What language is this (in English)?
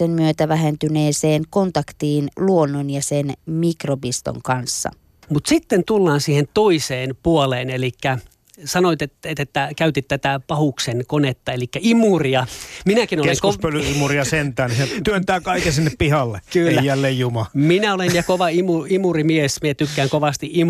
Finnish